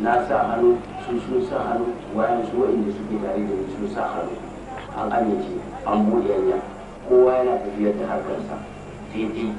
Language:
Hausa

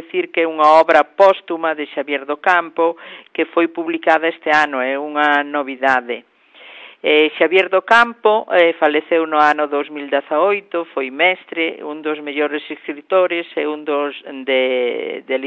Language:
Galician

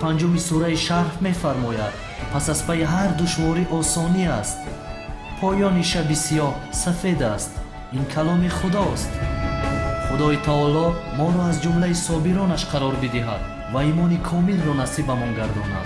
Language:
Tajik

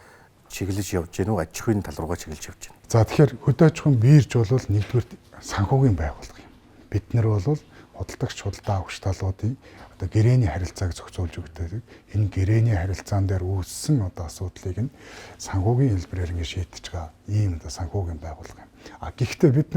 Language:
Mongolian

